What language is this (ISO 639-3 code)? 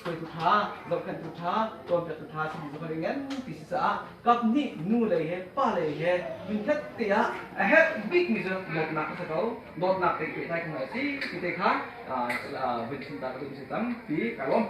cnh